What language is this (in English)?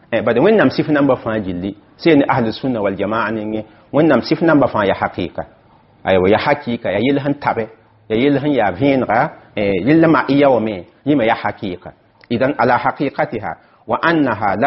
Mossi